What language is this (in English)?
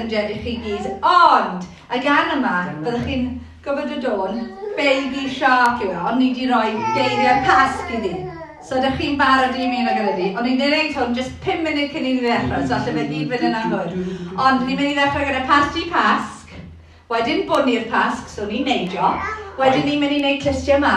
Welsh